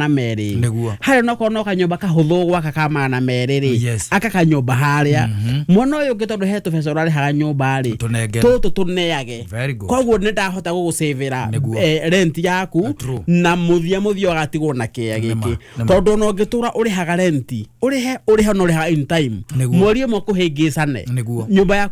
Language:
Kikuyu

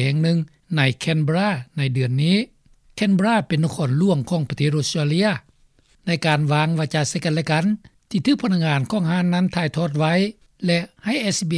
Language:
Lao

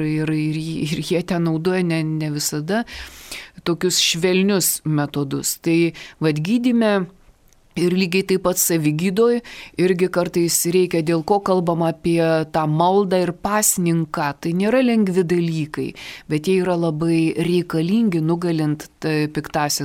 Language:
Lithuanian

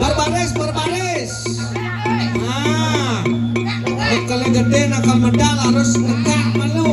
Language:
Balinese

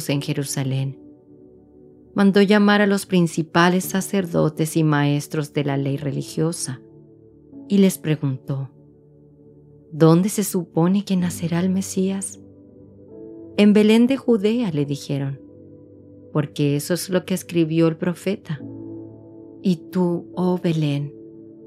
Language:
Spanish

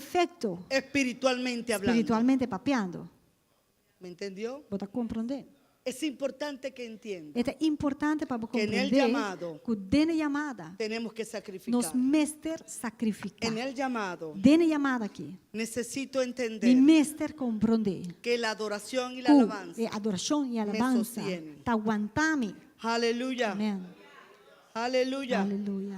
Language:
Papiamento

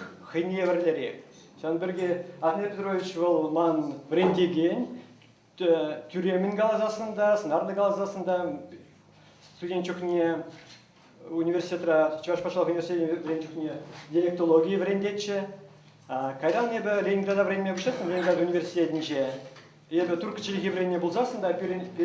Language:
Chuvash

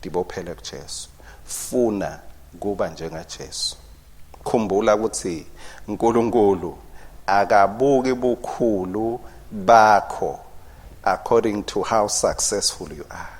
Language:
Swati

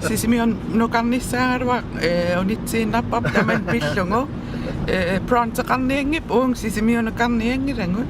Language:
Kalaallisut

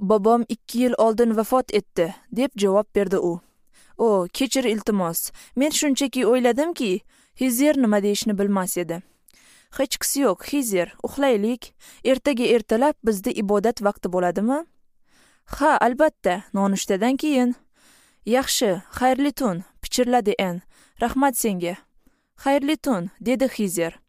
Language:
Uzbek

